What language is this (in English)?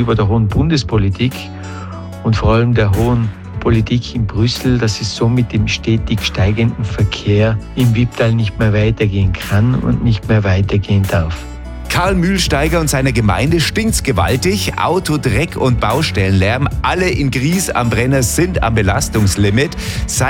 German